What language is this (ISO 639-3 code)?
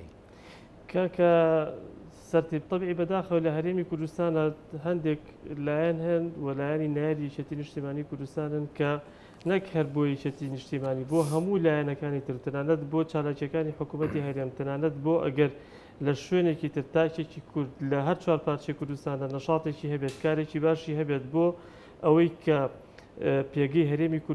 ckb